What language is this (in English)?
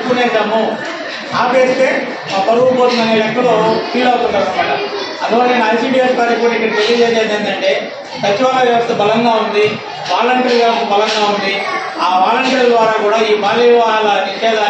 Telugu